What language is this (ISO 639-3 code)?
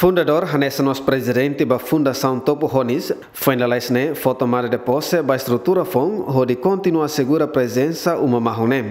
tet